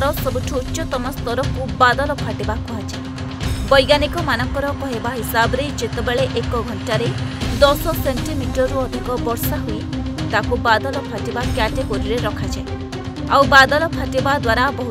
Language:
Odia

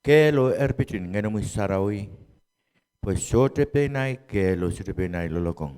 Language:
Pohnpeian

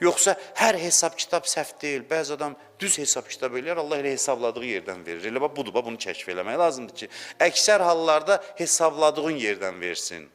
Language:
Azerbaijani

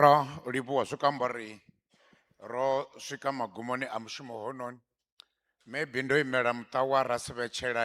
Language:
Venda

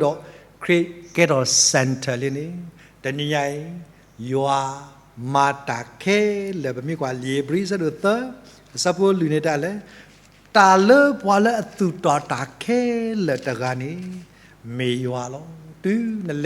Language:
S'gaw Karen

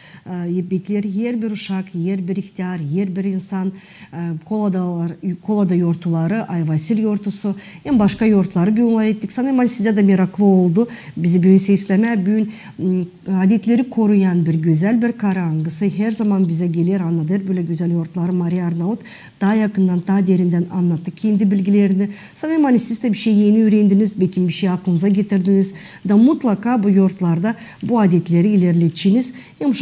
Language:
Gagauz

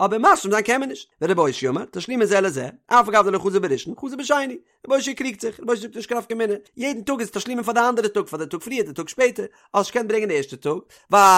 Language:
Yiddish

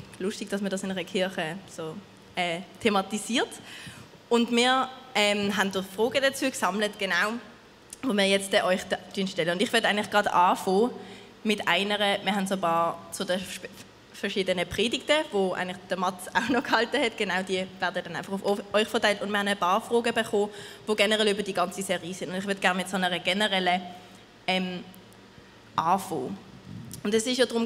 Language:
Swiss German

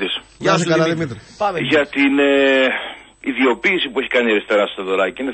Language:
Greek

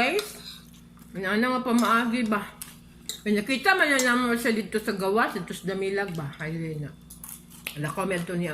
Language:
Cebuano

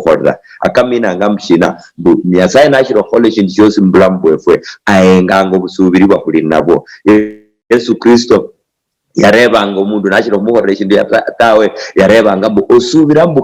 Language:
Luyia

